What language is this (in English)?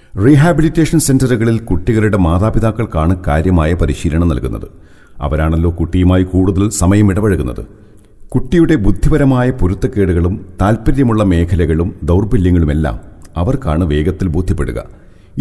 Malayalam